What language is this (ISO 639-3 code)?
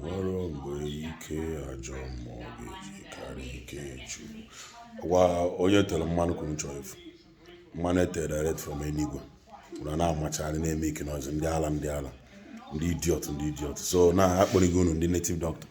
ibo